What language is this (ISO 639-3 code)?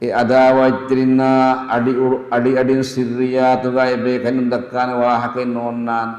div